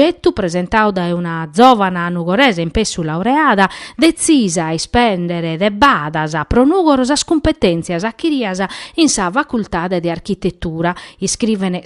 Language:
Sardinian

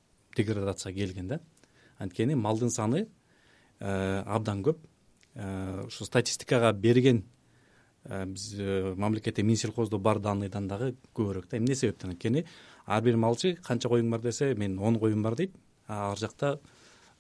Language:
Kyrgyz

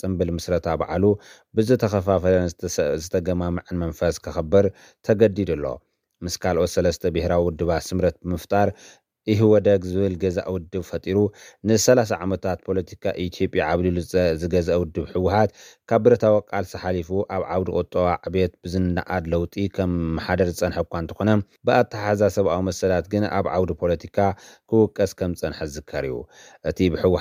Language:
Tigrinya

